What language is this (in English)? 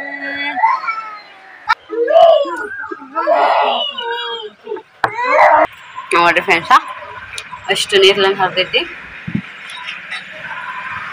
Kannada